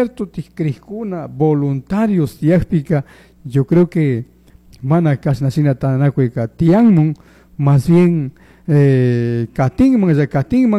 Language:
Chimborazo Highland Quichua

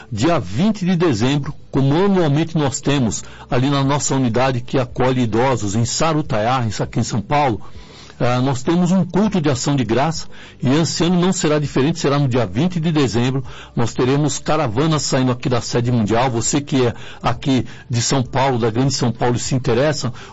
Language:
Portuguese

